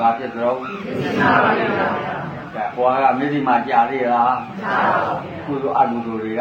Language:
Burmese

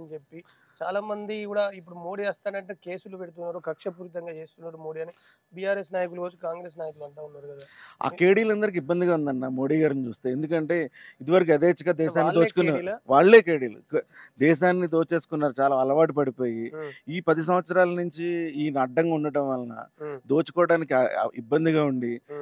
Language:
Telugu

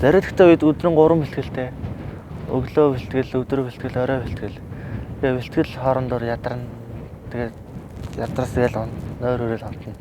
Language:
Mongolian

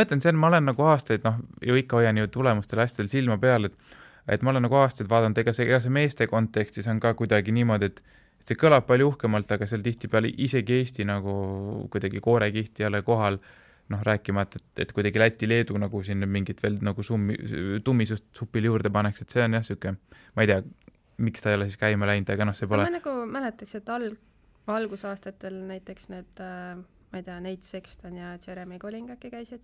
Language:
Estonian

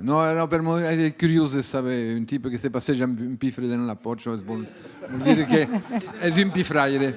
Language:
Occitan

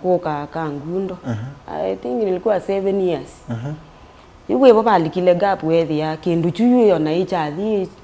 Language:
Kamba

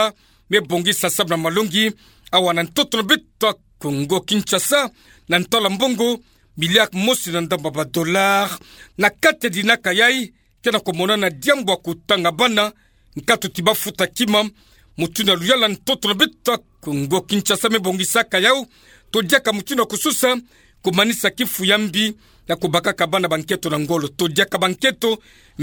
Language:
Kituba (Democratic Republic of Congo)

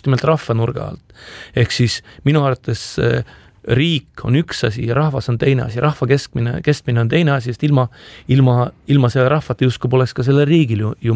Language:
Estonian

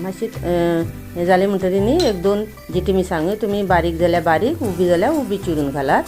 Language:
Konkani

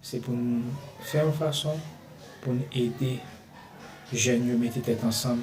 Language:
Haitian Creole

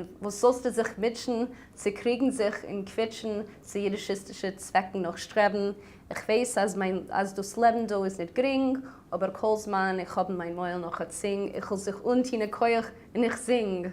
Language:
Yiddish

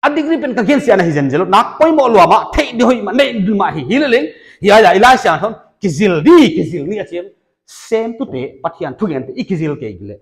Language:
Paite Chin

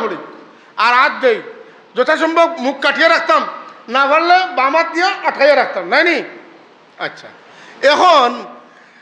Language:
Sylheti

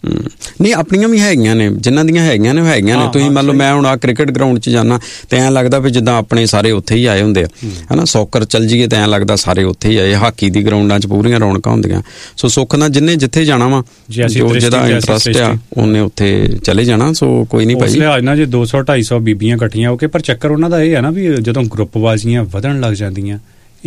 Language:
Punjabi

